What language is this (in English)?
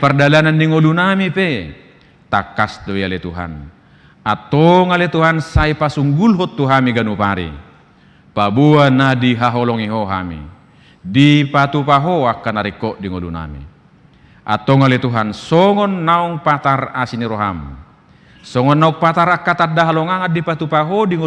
Batak Toba